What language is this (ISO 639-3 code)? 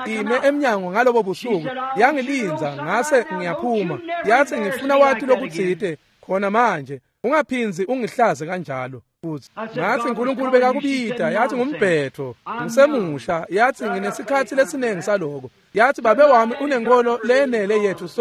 ssw